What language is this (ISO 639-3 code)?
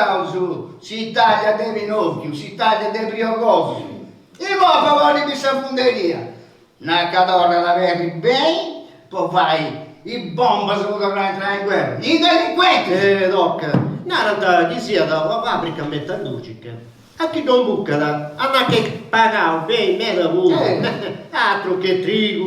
srd